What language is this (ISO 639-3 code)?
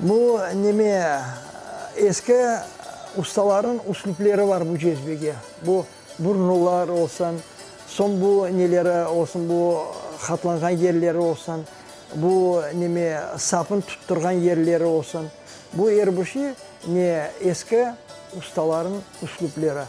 crh